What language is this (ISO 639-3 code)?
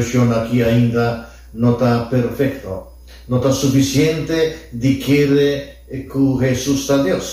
pap